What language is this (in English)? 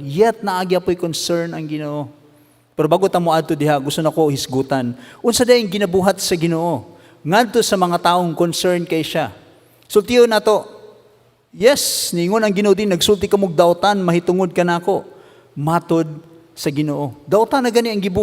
Cebuano